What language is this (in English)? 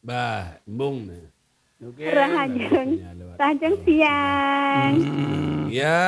Balinese